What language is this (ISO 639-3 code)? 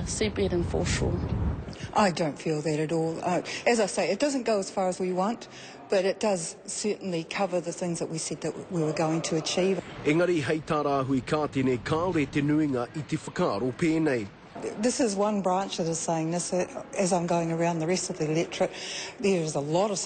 mri